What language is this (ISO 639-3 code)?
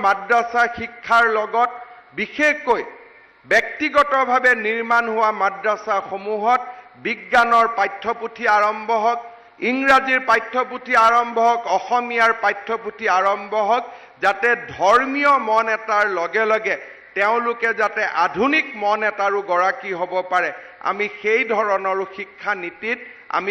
asm